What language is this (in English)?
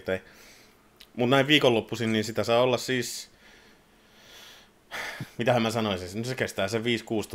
Finnish